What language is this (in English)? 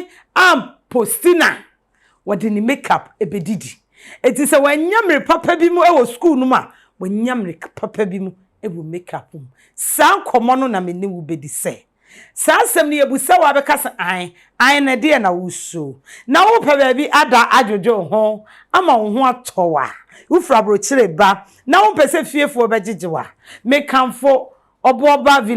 Akan